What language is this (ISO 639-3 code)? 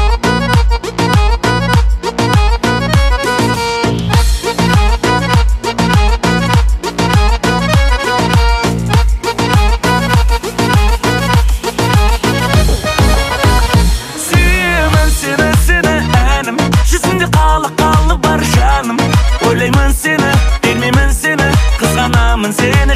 kaz